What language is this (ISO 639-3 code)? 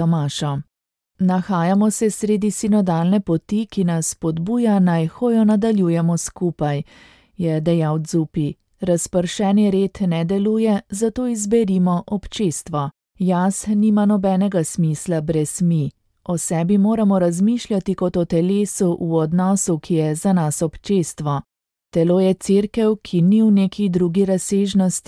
slv